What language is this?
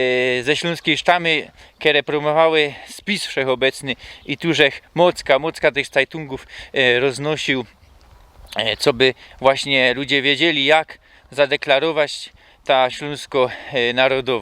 Silesian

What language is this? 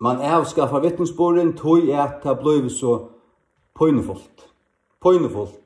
Faroese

